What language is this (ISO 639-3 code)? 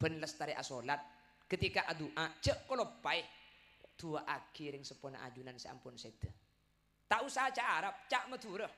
mad